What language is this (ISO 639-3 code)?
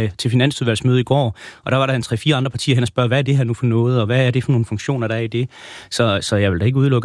dan